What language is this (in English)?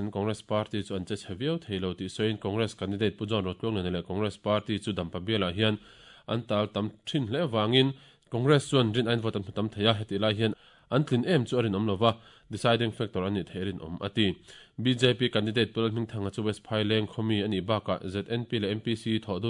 Mizo